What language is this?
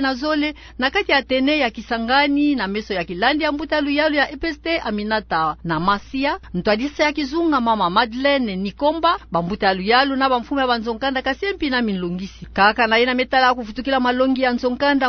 Kituba (Democratic Republic of Congo)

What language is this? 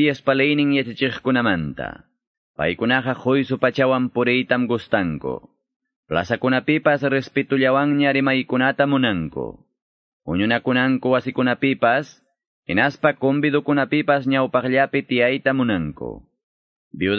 Quechua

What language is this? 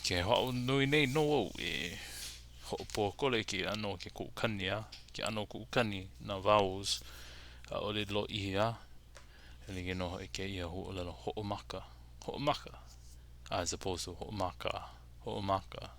Hawaiian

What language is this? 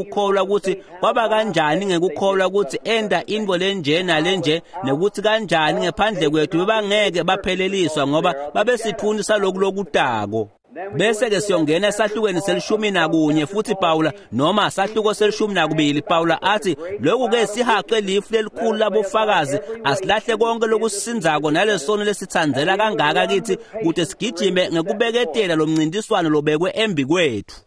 Swati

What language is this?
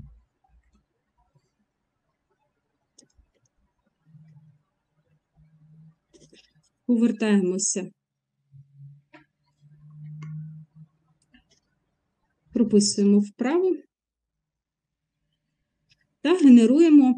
Ukrainian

